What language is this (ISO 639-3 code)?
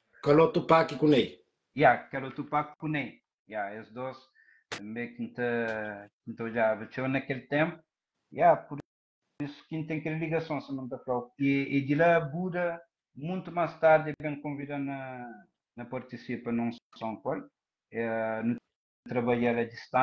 kea